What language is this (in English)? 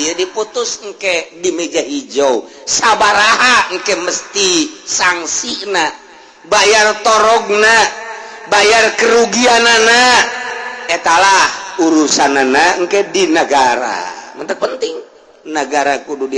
Sundanese